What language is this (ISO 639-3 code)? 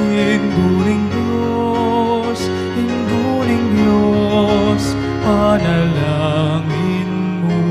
pam